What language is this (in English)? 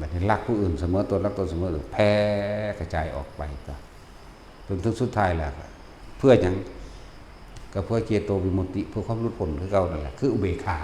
Northeastern Thai